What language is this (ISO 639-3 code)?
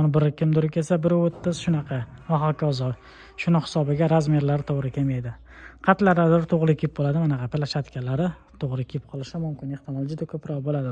uzb